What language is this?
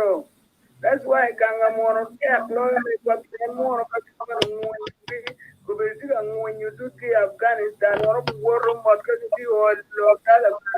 Acoli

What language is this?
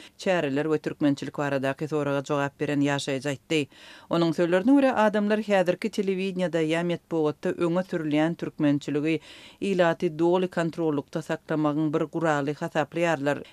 Turkmen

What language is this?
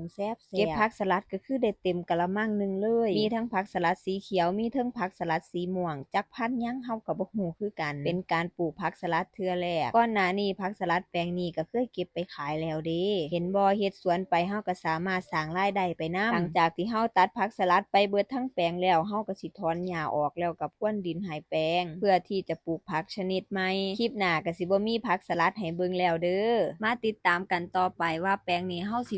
Lao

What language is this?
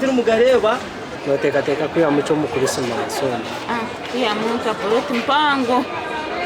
Nyankole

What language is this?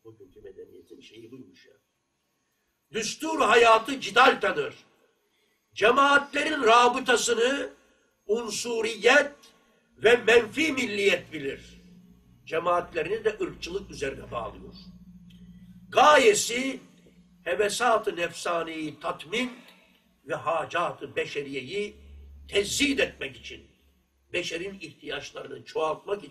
Turkish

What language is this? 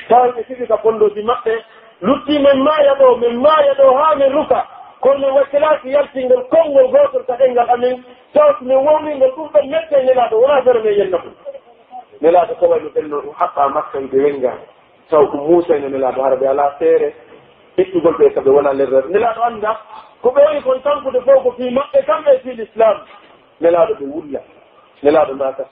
Pular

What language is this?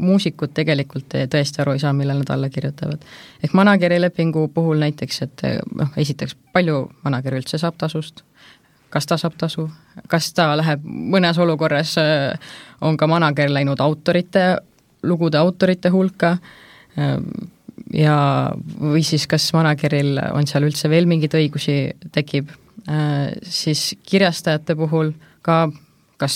Estonian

